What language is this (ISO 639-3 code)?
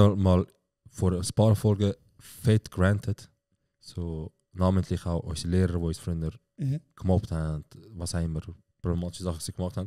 gsw